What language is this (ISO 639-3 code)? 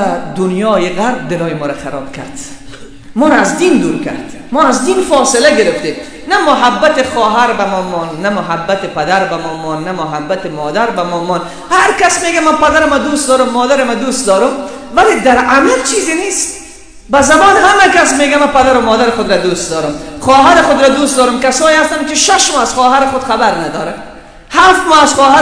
fas